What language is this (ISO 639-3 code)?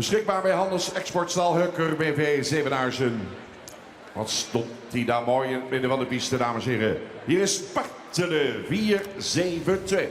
fry